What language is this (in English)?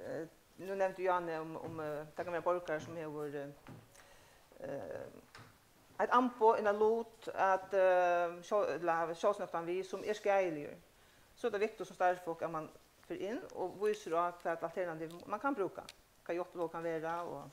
Faroese